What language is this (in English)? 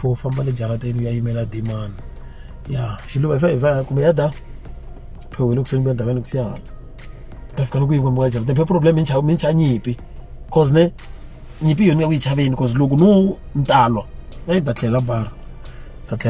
Tsonga